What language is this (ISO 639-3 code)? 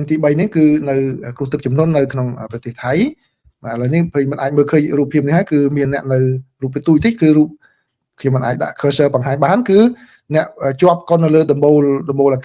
khm